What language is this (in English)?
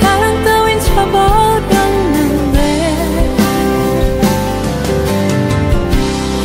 Korean